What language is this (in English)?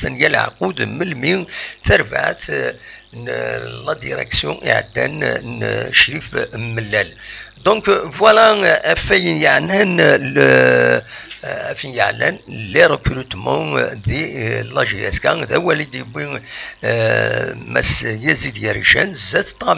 Kabyle